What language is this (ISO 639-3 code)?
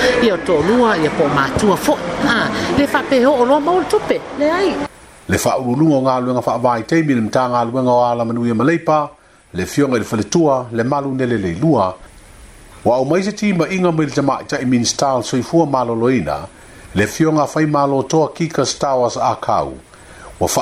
smo